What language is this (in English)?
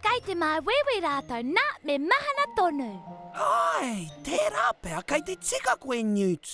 Māori